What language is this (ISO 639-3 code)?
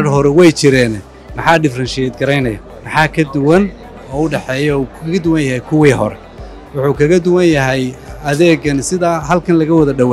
som